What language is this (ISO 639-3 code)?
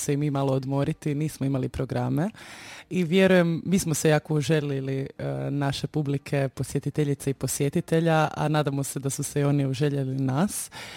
hrv